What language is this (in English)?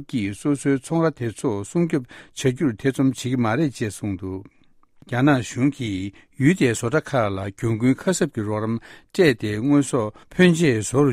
Tibetan